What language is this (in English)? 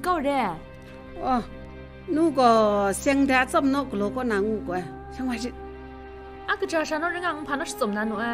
Kachin